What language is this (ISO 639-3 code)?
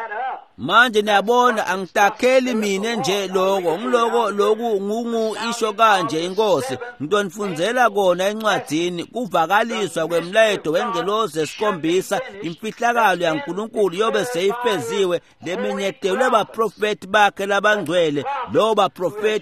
ssw